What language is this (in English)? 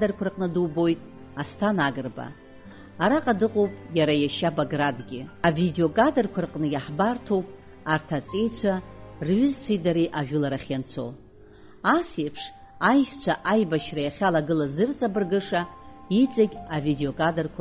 Abkhazian